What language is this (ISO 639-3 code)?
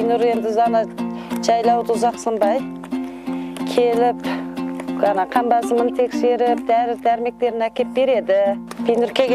kaz